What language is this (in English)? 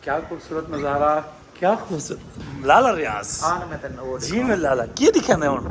Saraiki